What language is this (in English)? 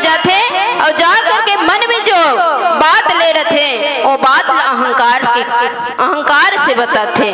Chhattisgarhi